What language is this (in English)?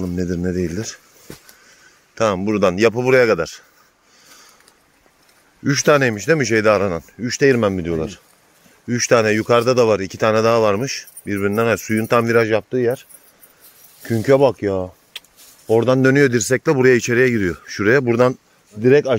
Turkish